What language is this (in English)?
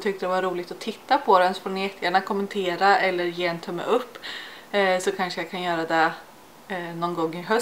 Swedish